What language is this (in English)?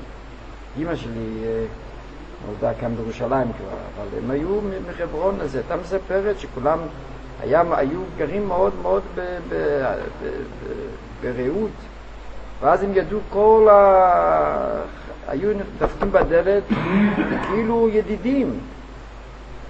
Hebrew